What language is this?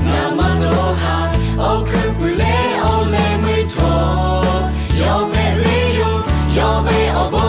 Lahu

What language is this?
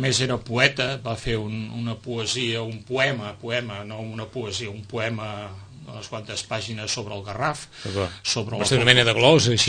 Catalan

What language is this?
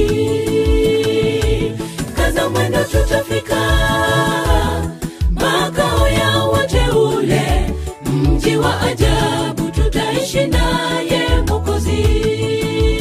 Swahili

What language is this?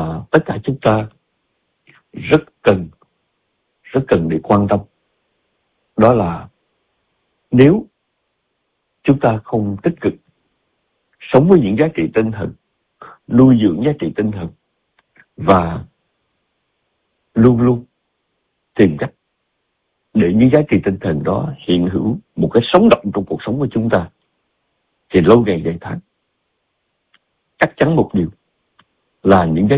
Vietnamese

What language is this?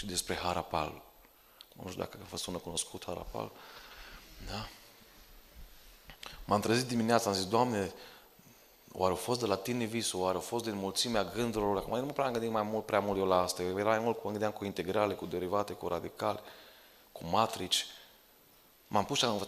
Romanian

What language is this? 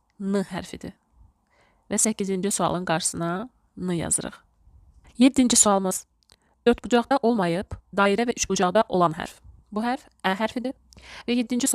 Azerbaijani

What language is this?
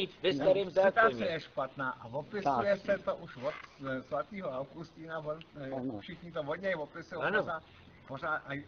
Czech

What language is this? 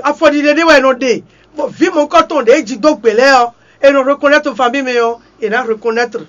Fon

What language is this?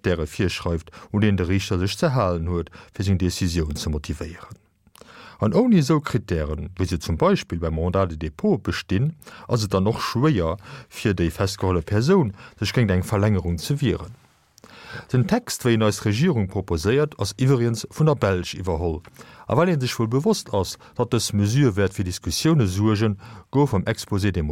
Luxembourgish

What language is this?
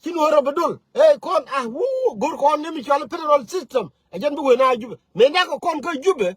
Nuer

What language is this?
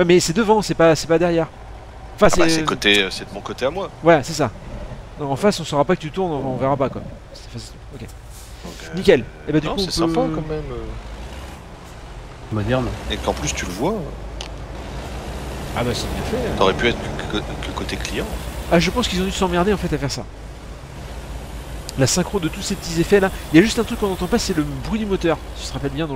French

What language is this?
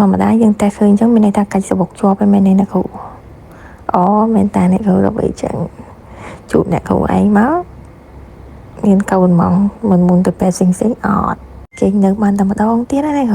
Khmer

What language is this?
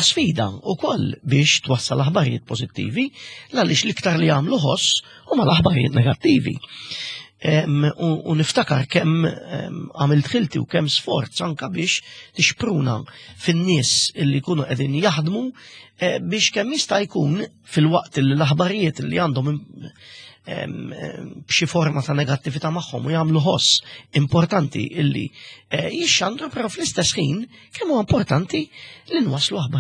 Maltese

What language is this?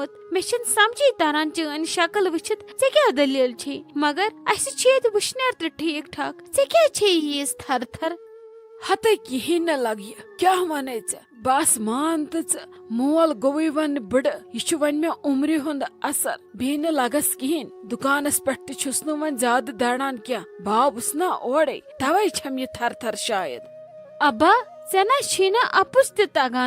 Kashmiri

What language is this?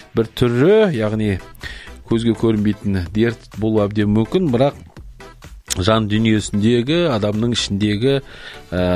Kazakh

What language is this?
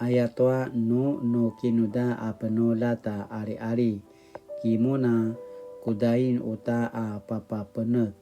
Paiwan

